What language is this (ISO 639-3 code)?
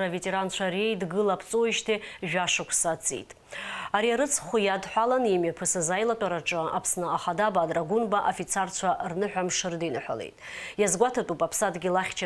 abk